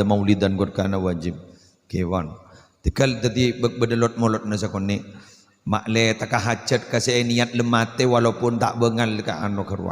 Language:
Madurese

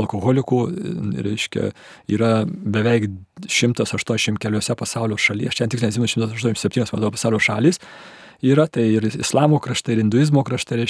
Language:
Lithuanian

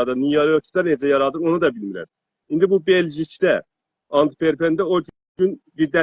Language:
South Azerbaijani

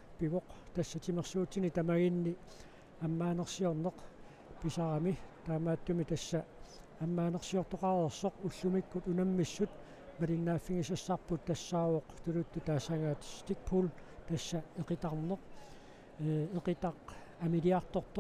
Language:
Kalaallisut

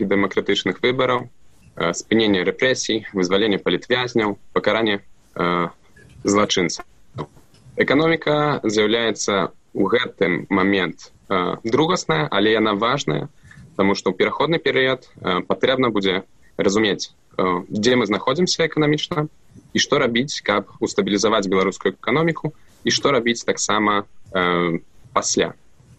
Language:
Belarusian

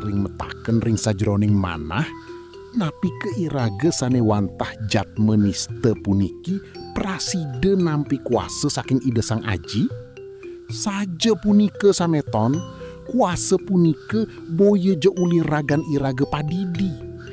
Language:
Balinese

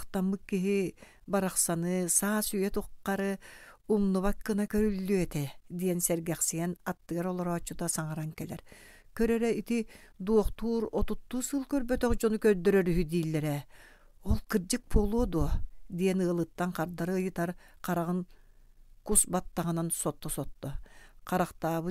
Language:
Yakut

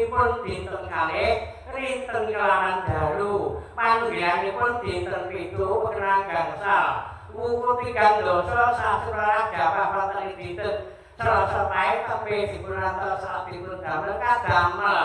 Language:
Javanese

